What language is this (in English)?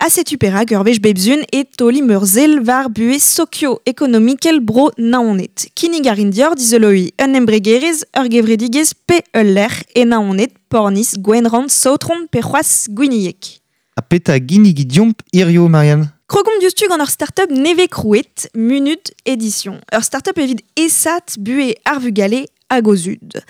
Breton